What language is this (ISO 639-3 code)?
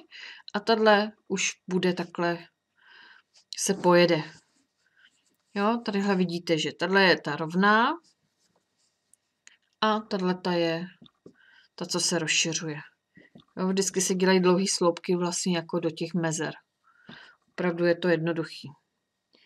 ces